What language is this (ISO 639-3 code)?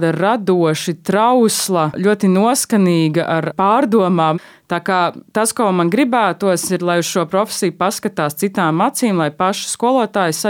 lav